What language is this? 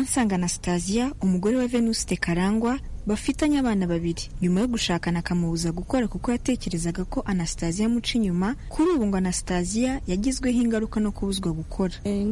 Kinyarwanda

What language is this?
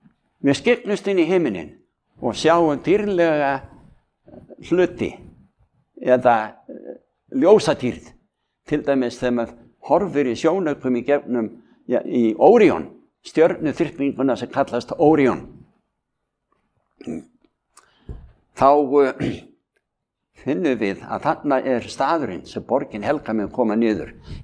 Icelandic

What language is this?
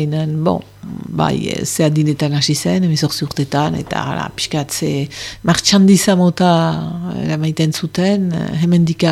Basque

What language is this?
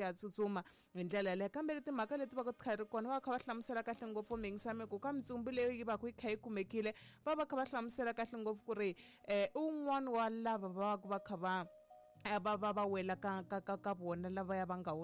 Tsonga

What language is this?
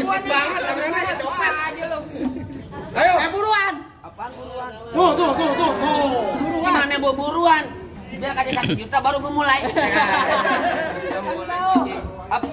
Betawi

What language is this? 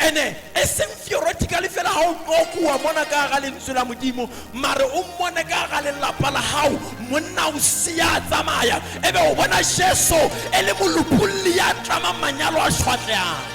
Southern Sotho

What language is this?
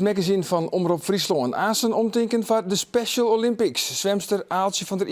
Western Frisian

